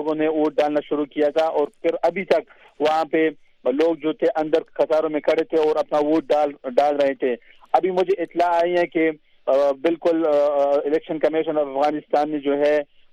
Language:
Urdu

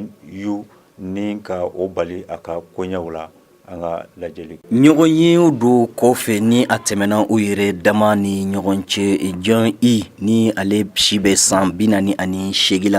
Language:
Bambara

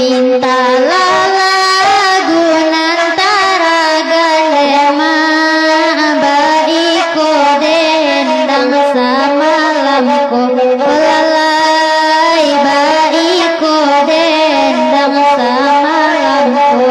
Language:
Minangkabau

